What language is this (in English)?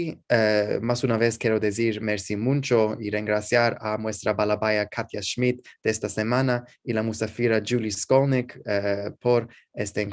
Ladino